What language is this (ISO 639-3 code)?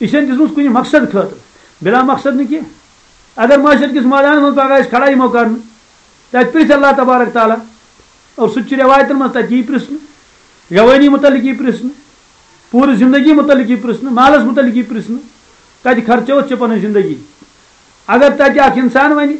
kas